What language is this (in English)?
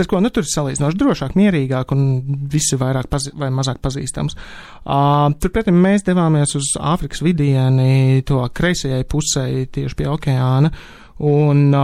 Latvian